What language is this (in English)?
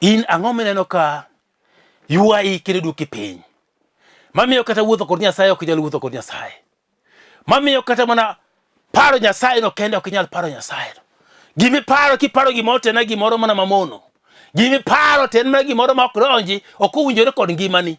Luo (Kenya and Tanzania)